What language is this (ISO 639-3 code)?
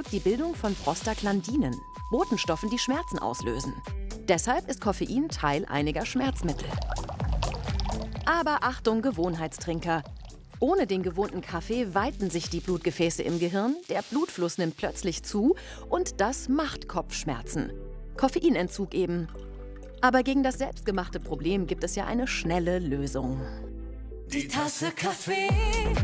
deu